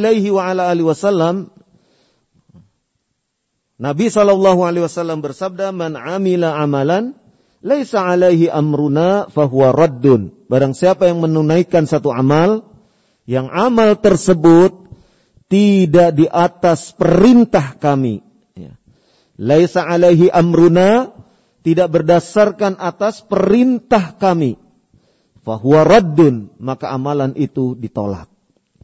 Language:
Indonesian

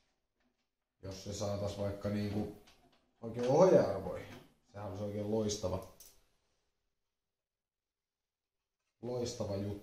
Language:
Finnish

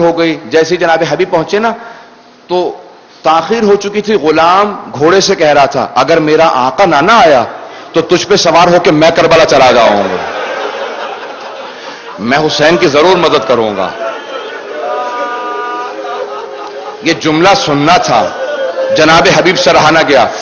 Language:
Urdu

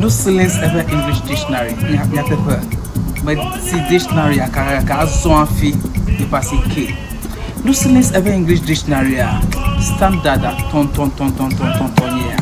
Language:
Ewe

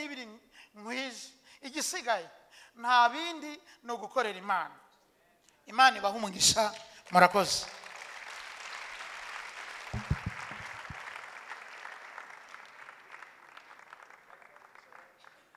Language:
Kinyarwanda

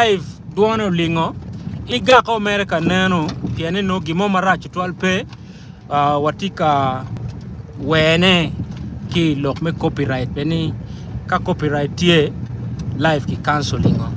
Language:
Acoli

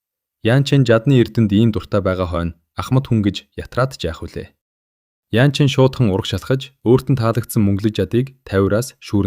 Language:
Mongolian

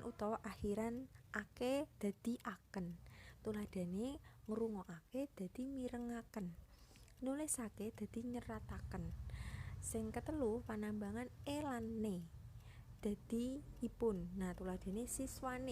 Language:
Javanese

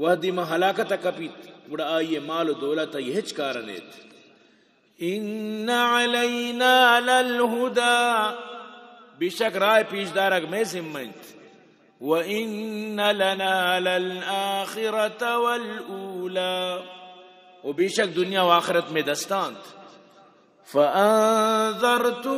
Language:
Eastern Balochi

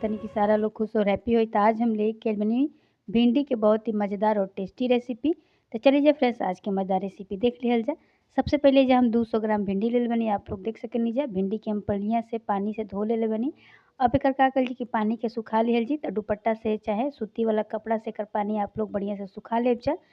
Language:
Bhojpuri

